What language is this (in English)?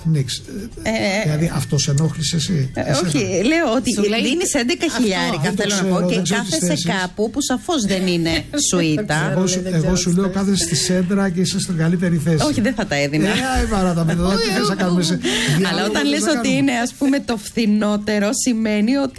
Greek